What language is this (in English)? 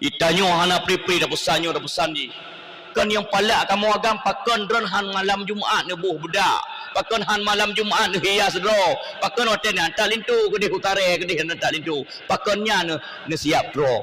Achinese